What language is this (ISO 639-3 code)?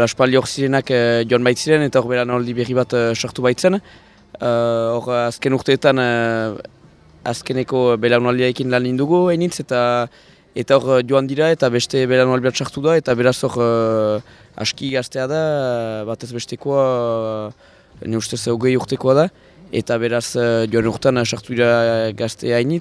eus